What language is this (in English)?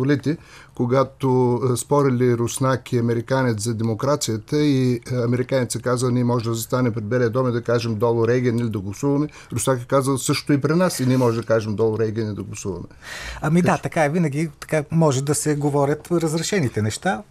Bulgarian